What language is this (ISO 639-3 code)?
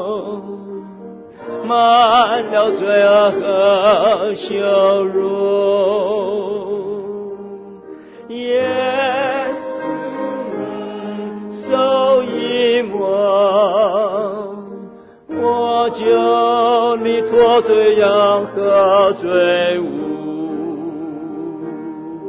zho